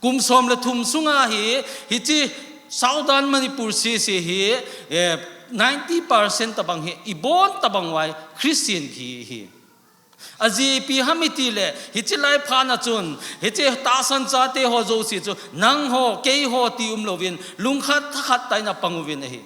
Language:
Thado Chin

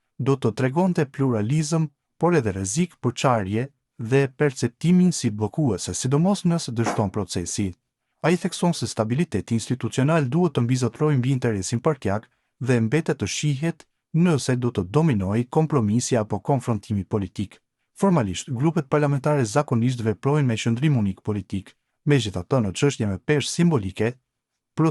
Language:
Albanian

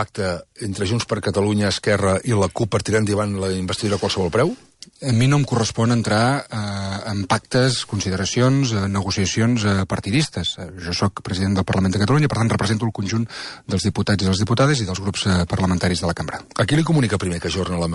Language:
Catalan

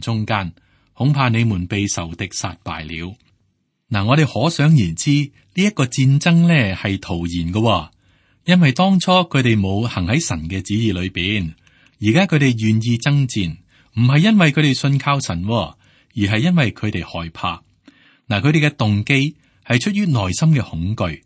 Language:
Cantonese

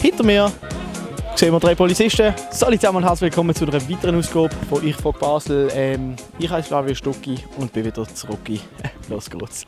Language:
Swiss German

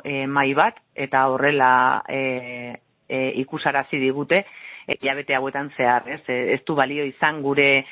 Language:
Basque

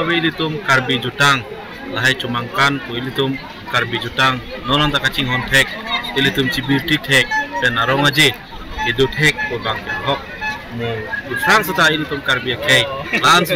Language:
Karbi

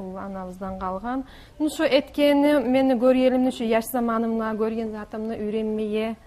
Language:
Kumyk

